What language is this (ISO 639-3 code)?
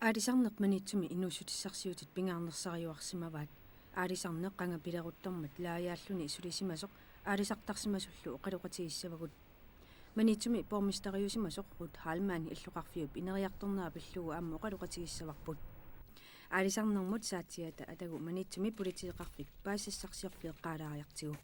kal